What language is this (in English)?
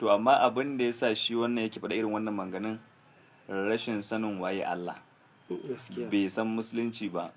Hausa